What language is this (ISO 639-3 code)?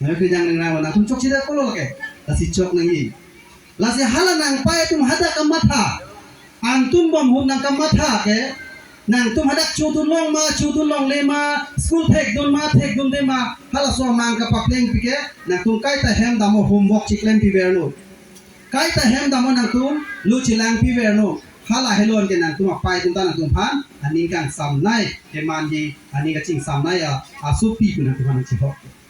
mjw